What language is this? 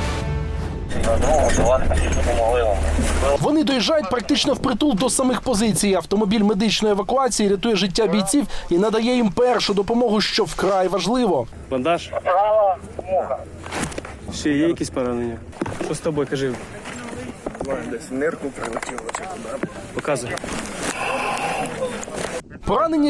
Ukrainian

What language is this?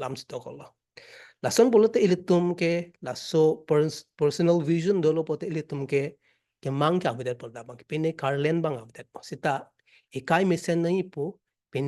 Karbi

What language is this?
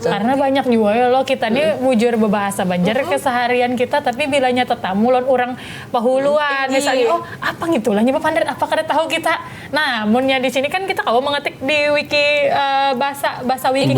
Banjar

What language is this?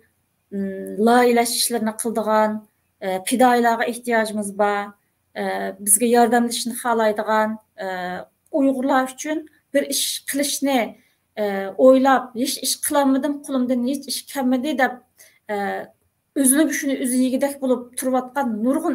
Uyghur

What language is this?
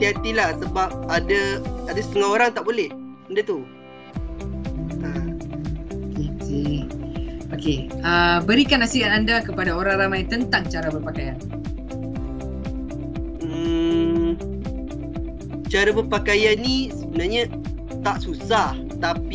Malay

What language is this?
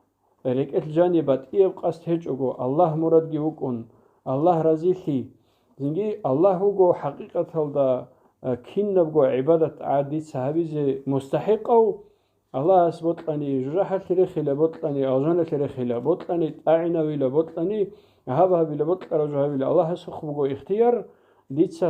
Avaric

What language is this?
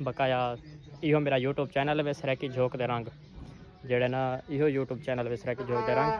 Saraiki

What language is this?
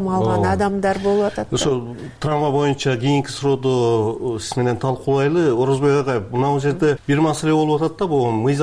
Kyrgyz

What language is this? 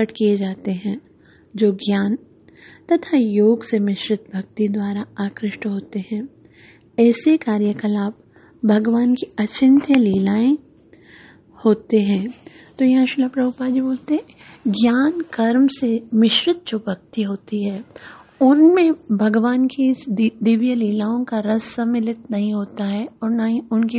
Hindi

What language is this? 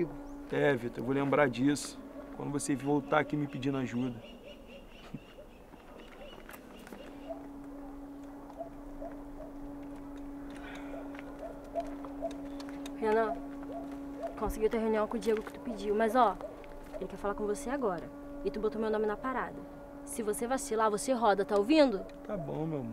Portuguese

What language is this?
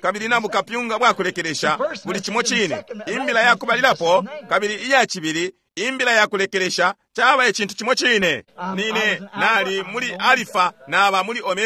Bemba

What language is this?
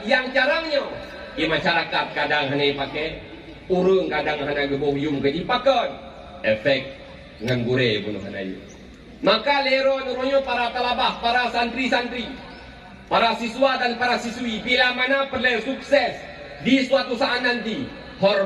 Achinese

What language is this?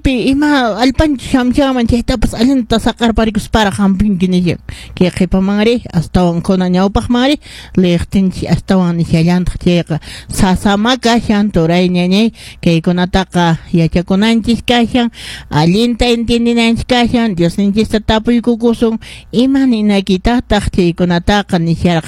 Quechua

